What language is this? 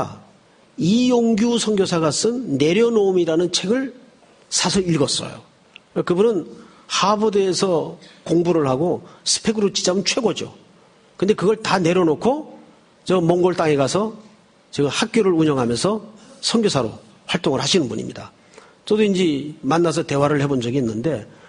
Korean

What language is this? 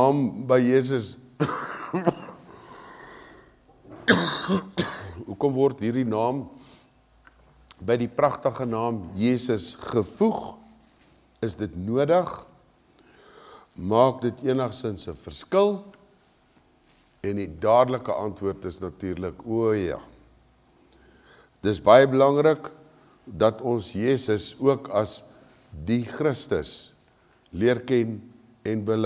Afrikaans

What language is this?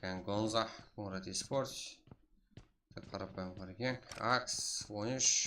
Kara-Kalpak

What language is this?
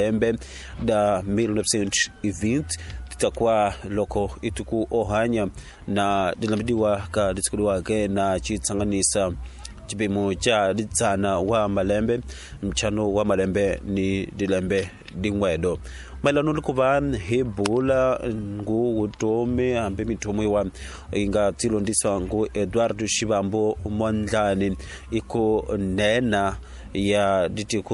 Tsonga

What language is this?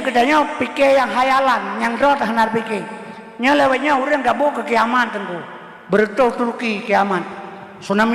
Achinese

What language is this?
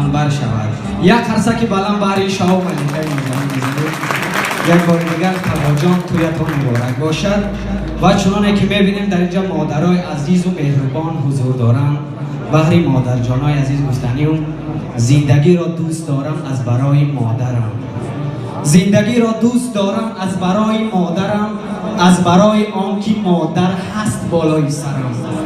Tajik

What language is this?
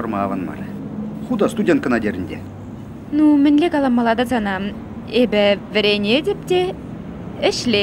Chuvash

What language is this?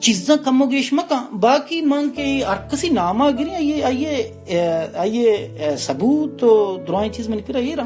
Baluchi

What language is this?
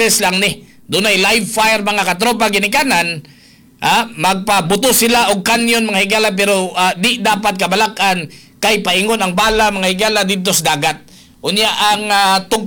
Cebuano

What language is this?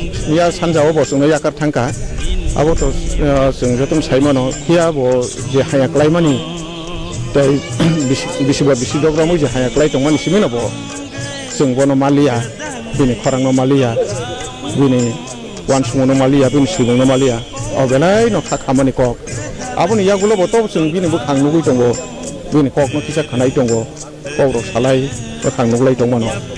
Kok Borok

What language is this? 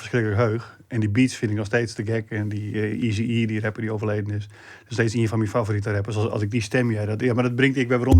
Western Frisian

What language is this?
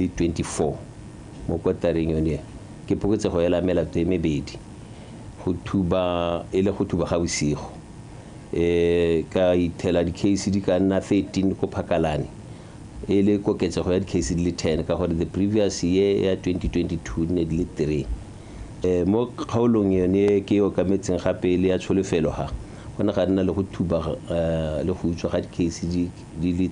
Tswana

